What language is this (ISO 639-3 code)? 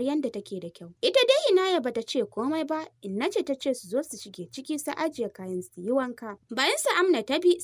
hau